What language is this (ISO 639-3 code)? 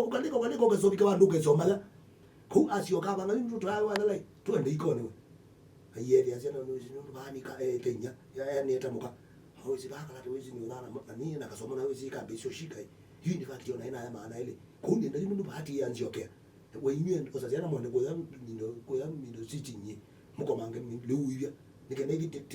kam